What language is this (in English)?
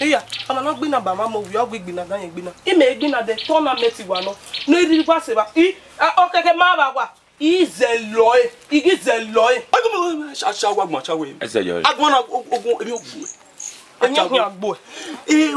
Bini